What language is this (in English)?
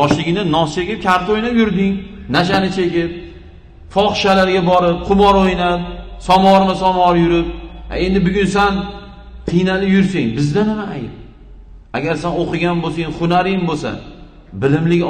Uzbek